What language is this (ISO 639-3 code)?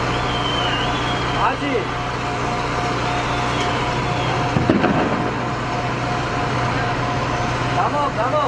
tur